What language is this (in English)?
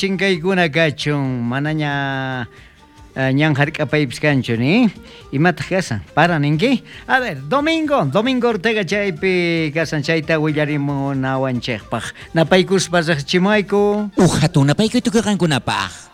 South Bolivian Quechua